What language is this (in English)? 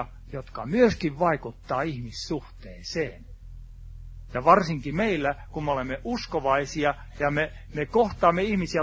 Finnish